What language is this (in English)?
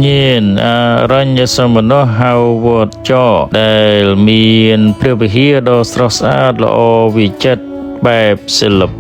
Khmer